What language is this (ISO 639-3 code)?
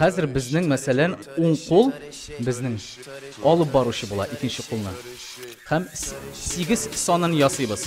tat